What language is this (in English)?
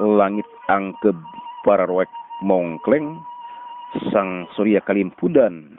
Sundanese